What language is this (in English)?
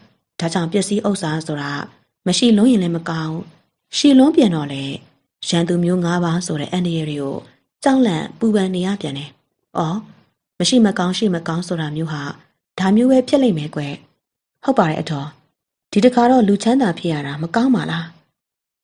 Burmese